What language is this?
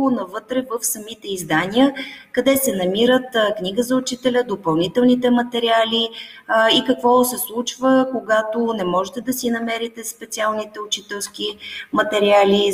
Bulgarian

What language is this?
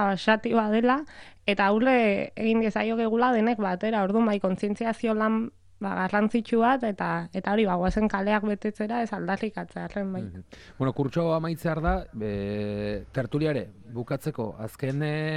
Basque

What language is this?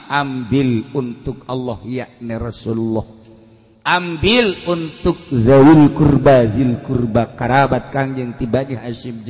Sundanese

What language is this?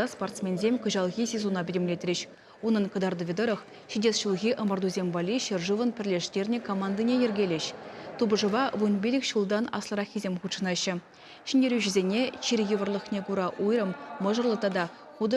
Chuvash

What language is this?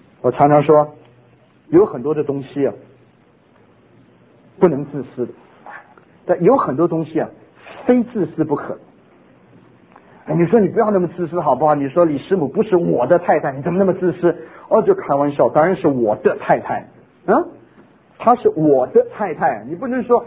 Chinese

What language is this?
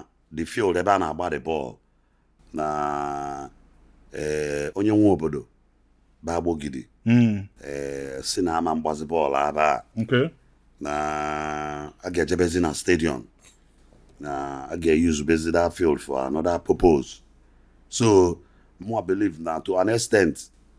Igbo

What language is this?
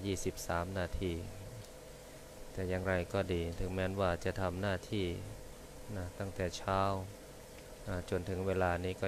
Thai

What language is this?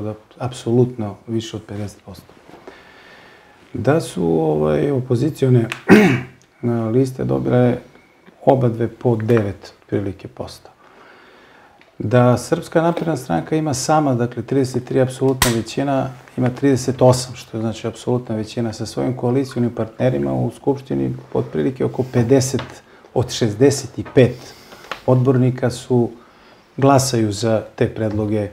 Serbian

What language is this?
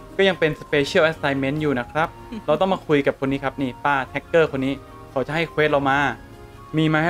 Thai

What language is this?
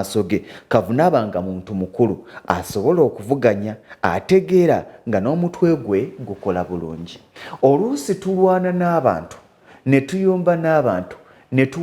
Ganda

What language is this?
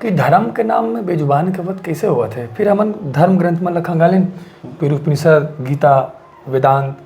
Chhattisgarhi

